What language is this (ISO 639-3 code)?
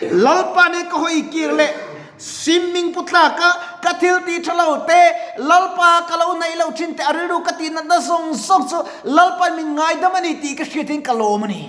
lus